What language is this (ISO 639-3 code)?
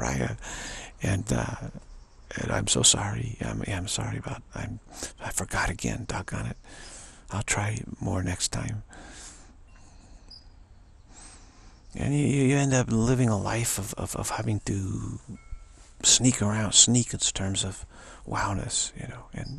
eng